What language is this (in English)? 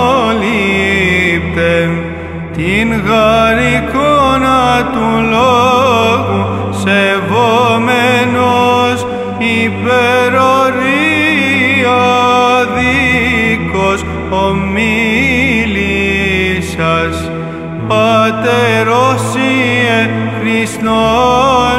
Greek